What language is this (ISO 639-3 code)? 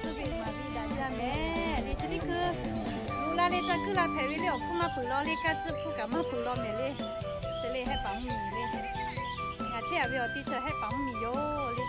lhu